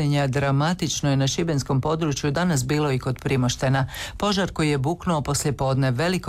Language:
Croatian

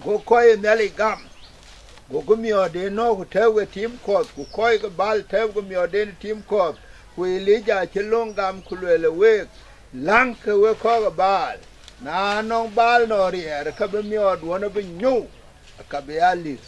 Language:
Dinka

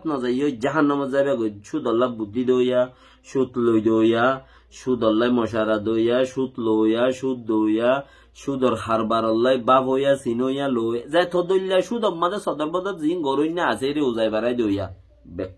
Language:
Rohingya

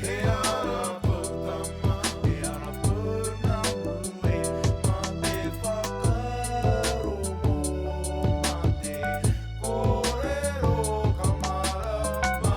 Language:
Māori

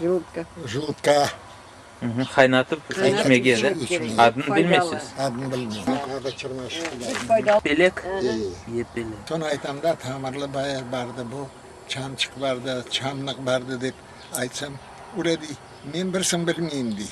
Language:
Crimean Tatar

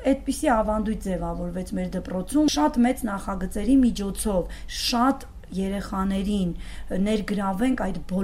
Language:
Armenian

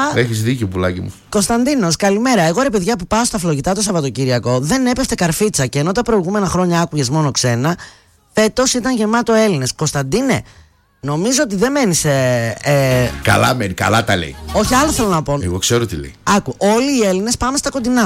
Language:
Greek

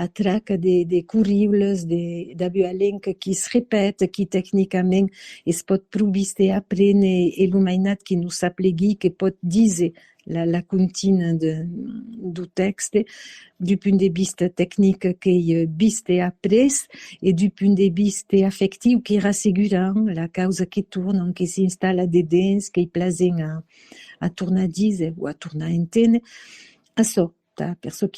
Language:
Occitan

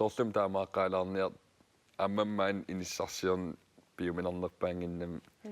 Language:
Kalaallisut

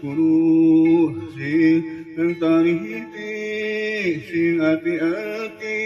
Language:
Sundanese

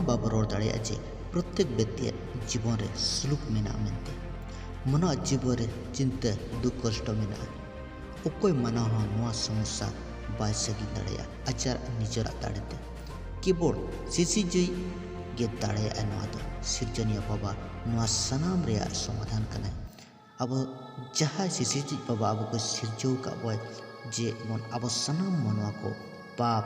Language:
Santali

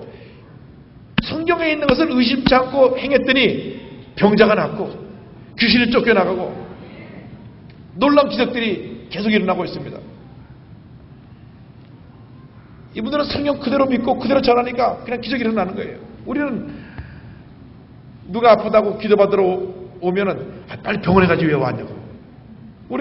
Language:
Korean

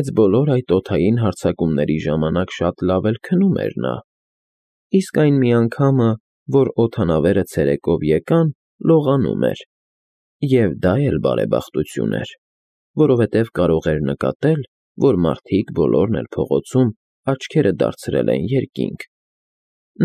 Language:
Armenian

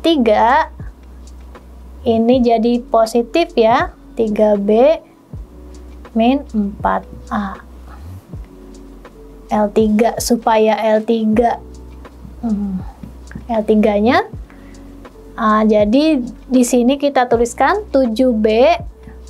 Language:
Indonesian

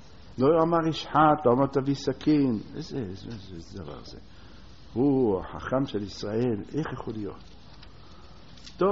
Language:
Hebrew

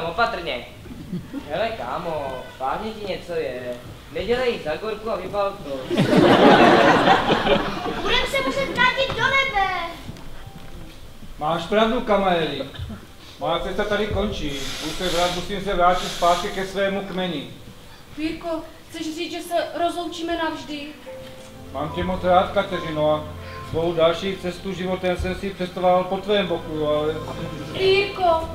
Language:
Czech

